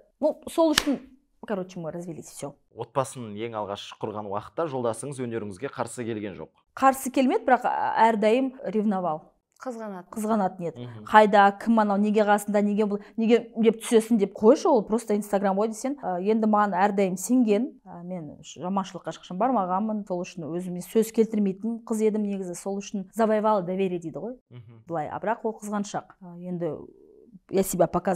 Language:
Kazakh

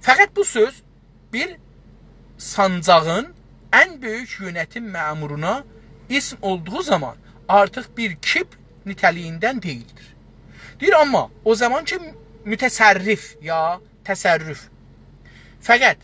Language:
South Azerbaijani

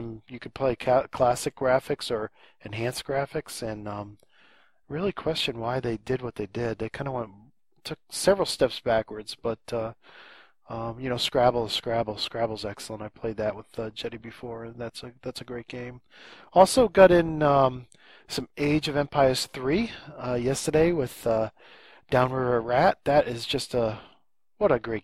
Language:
English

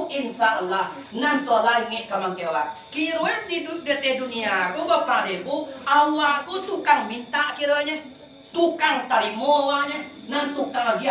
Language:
Minangkabau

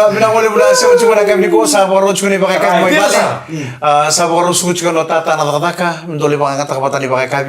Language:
Fijian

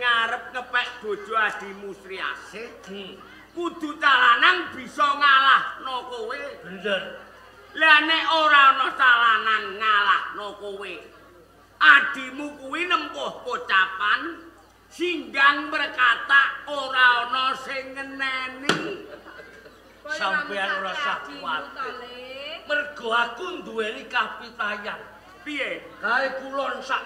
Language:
Javanese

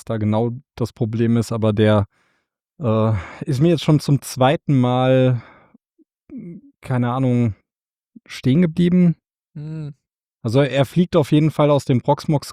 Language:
German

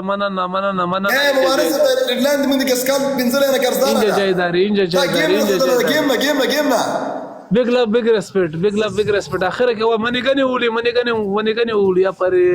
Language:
Pashto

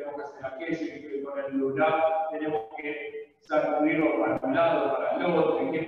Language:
Spanish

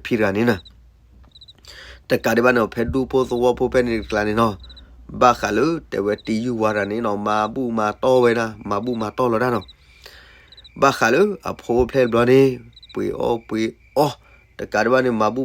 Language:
S'gaw Karen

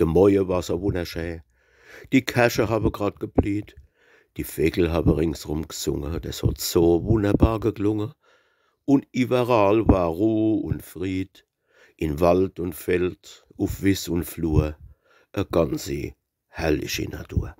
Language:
Palatine German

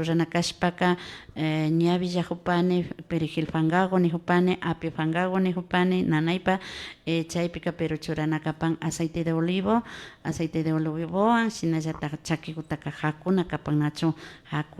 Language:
Imbabura Highland Quichua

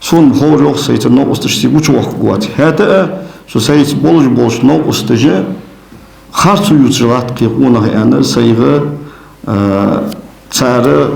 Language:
Ingush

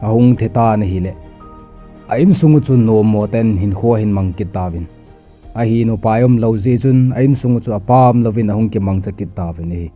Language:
Thado Chin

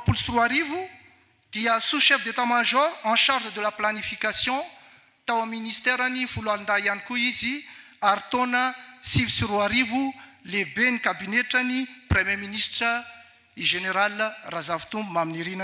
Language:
Malagasy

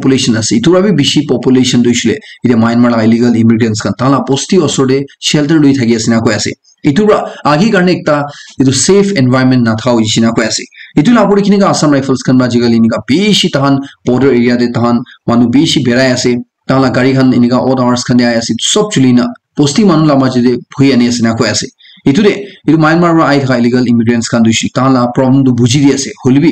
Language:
Naga Pidgin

